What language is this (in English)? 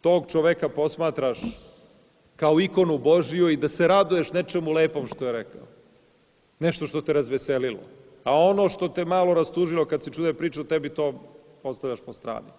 Serbian